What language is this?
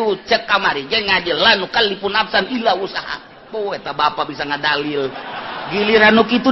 Sundanese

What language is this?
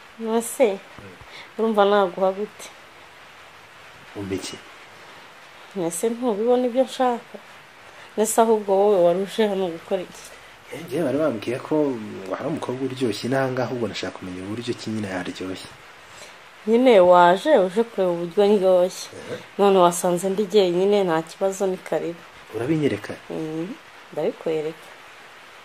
Kinyarwanda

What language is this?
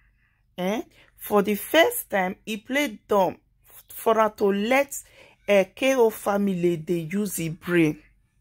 Nigerian Pidgin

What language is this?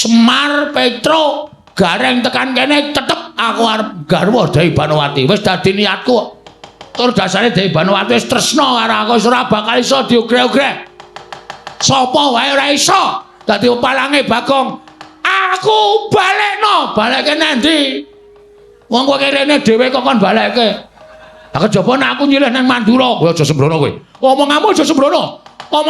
Javanese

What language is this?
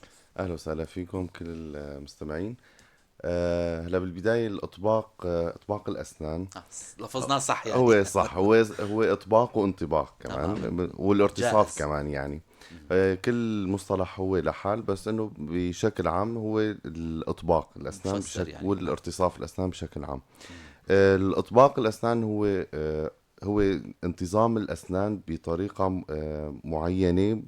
North Levantine Arabic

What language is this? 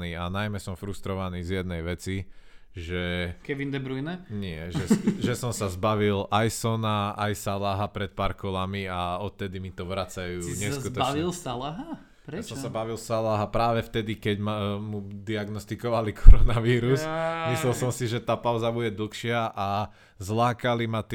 Slovak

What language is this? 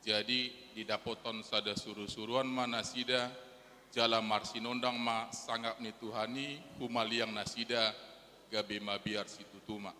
Batak Toba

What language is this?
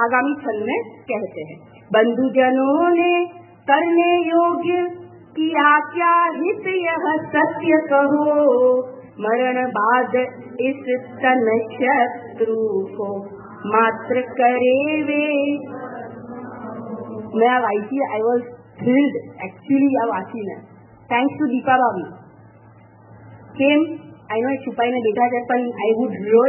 Gujarati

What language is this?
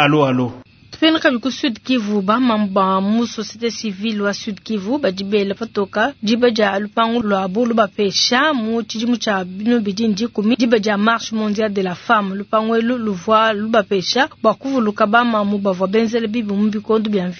Luba-Lulua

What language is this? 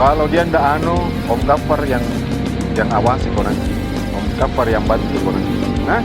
Makassar Malay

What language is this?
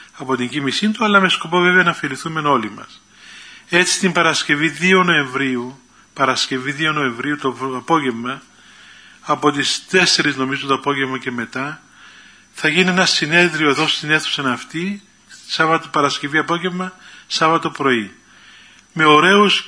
Greek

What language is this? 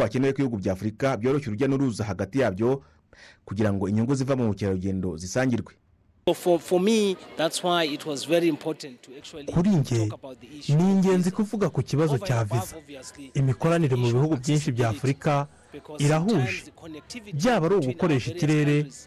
Kinyarwanda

